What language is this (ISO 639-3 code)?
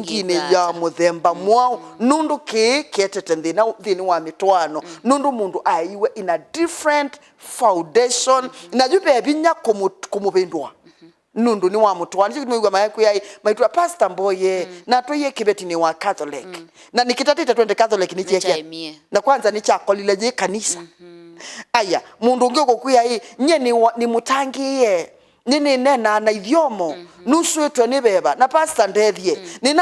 kam